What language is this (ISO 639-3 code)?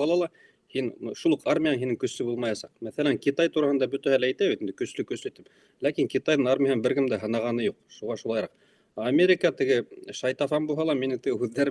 bak